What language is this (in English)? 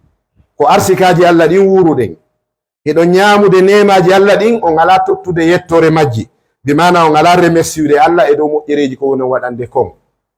Fula